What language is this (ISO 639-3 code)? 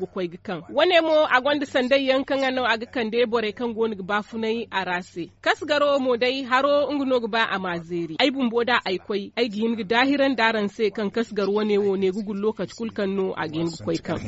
dje